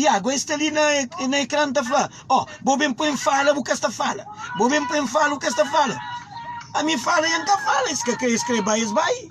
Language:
Kabuverdianu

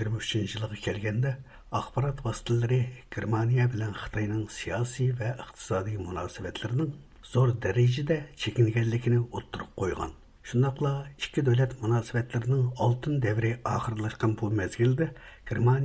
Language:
Uyghur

